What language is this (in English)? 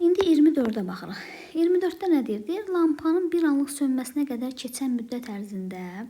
Azerbaijani